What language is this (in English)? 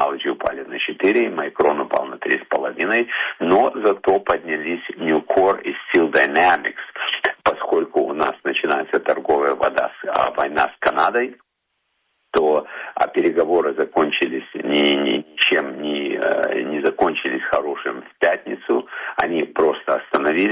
Russian